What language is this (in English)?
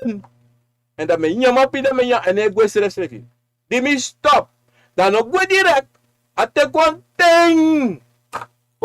Sranan Tongo